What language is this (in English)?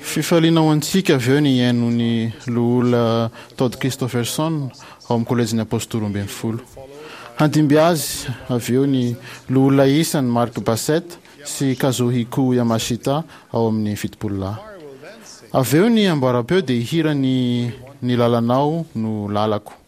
Malagasy